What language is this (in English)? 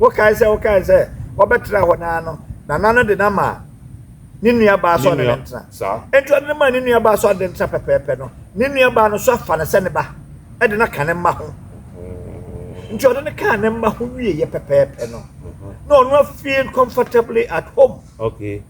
Akan